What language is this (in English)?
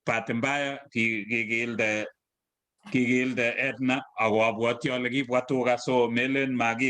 Kalenjin